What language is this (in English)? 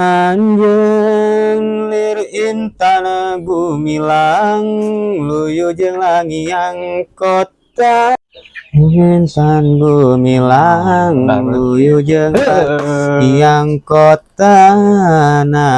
Sundanese